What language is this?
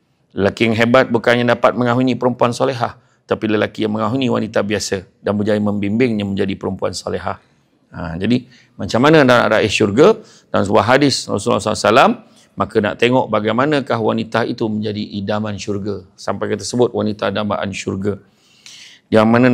Malay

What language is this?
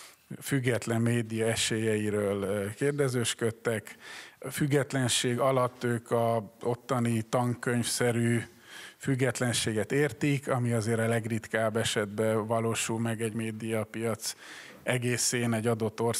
Hungarian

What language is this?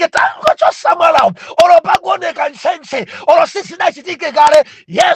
Nyanja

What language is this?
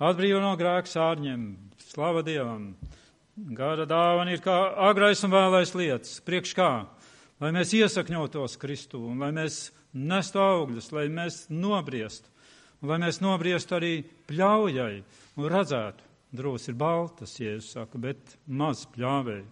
Latvian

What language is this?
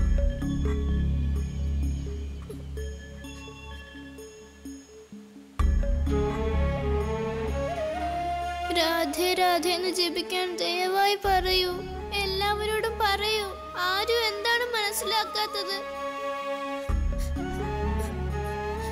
Malayalam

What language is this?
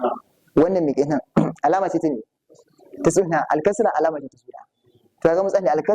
Hausa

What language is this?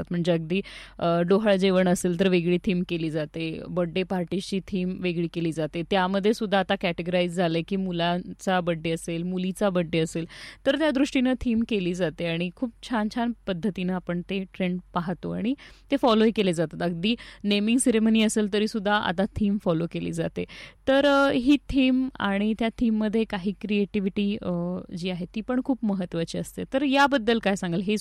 Marathi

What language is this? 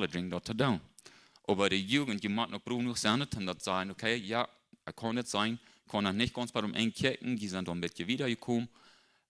Plautdietsch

